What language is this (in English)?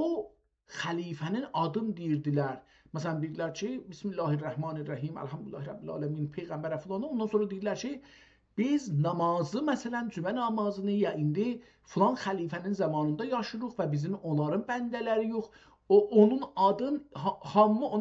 South Azerbaijani